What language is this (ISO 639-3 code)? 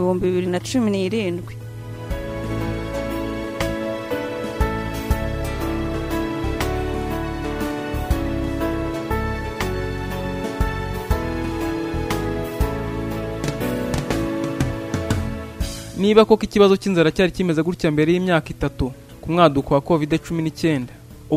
kin